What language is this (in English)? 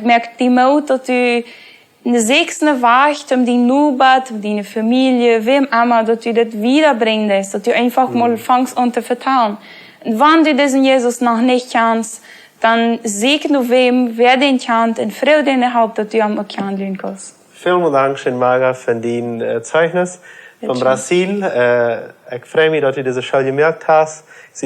Plautdietsch